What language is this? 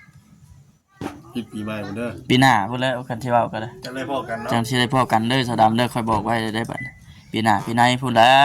Lao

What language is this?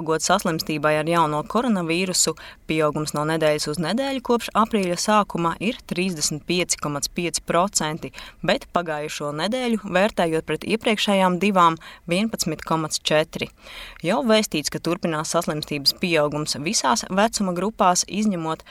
Latvian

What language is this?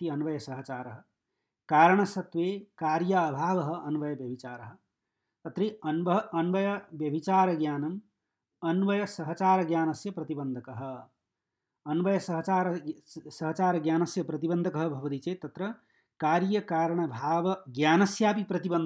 Sanskrit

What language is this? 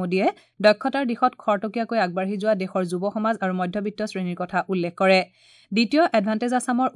Assamese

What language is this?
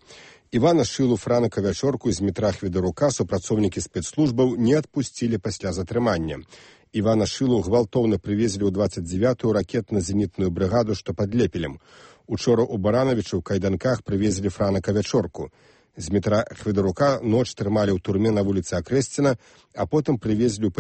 Belarusian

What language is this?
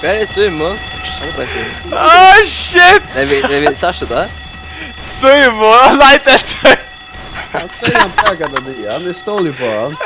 Faroese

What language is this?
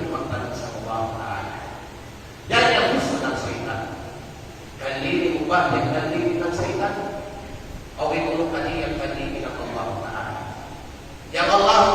Kalagan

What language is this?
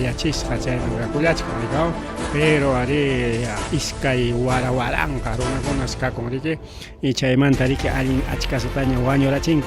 Ayacucho Quechua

